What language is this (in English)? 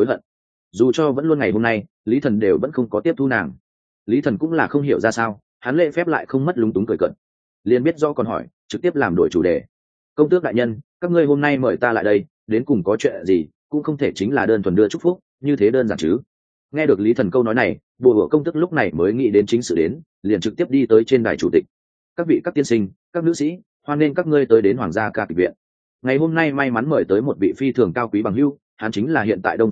Vietnamese